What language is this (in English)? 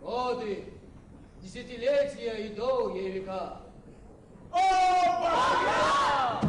Abkhazian